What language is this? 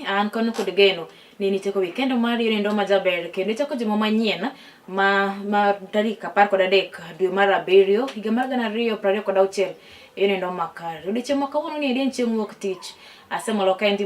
Luo (Kenya and Tanzania)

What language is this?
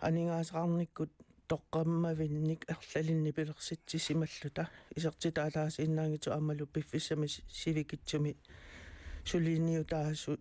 Kalaallisut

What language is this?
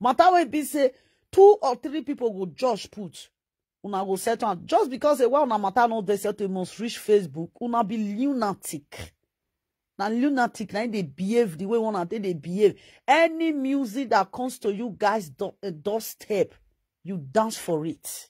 Nigerian Pidgin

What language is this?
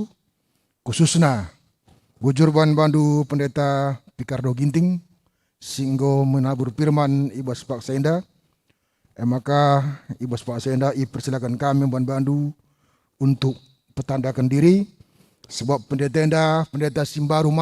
Batak Karo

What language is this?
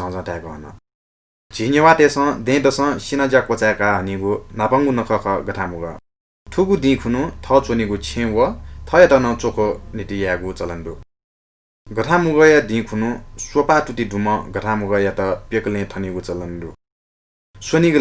Newari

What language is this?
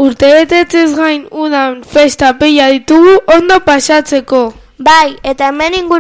Basque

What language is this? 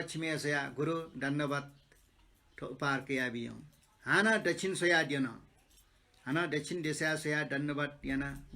Newari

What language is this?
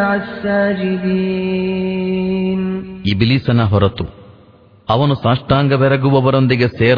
Kannada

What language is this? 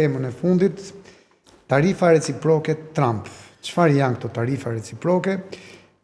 Albanian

